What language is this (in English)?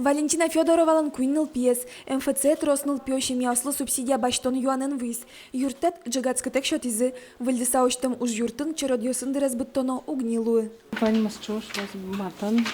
Udmurt